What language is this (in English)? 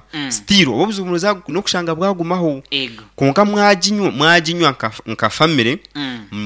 Nyankole